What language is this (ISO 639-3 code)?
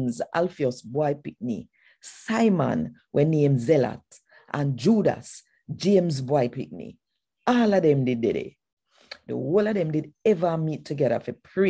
jam